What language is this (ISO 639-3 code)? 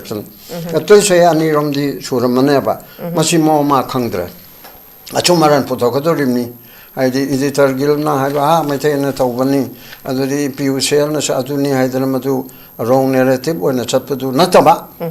mni